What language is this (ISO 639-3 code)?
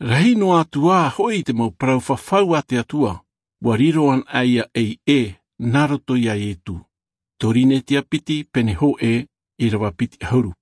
tah